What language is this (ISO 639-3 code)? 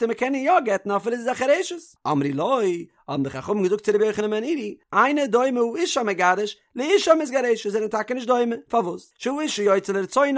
yid